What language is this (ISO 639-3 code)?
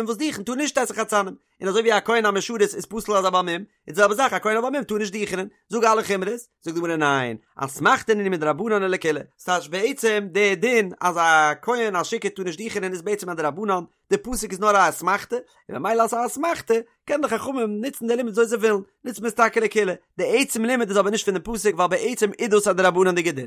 yid